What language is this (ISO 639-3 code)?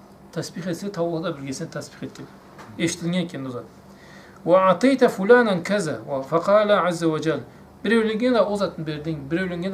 krc